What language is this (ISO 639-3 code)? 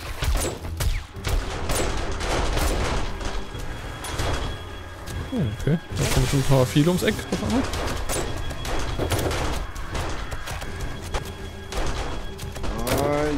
deu